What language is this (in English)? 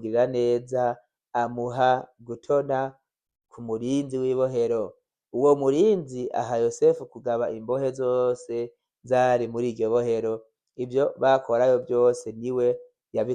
Rundi